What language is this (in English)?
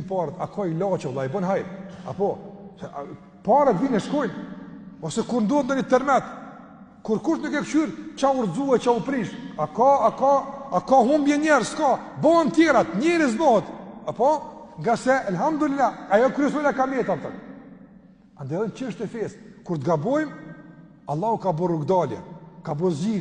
Albanian